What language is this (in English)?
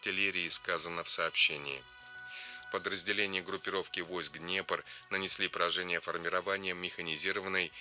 Russian